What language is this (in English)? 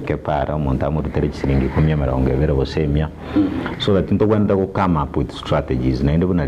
Gusii